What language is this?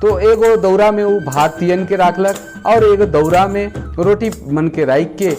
Sadri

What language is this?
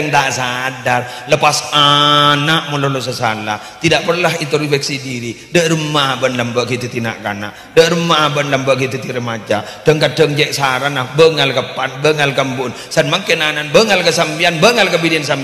Madurese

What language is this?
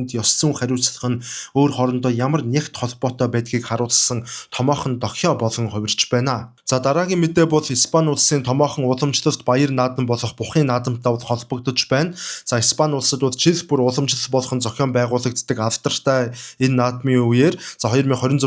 Mongolian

